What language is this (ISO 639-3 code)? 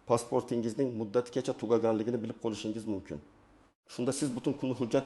uzb